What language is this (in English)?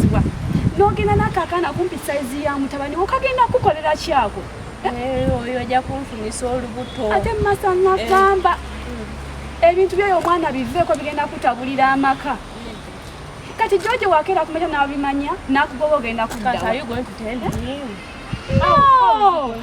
Ganda